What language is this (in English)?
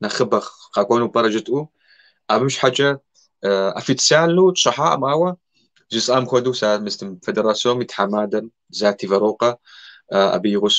Kabardian